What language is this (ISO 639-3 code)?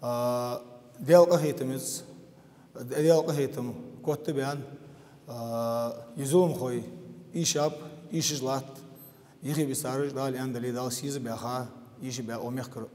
inh